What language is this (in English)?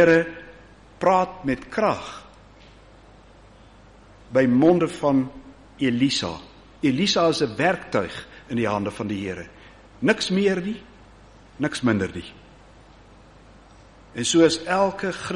Afrikaans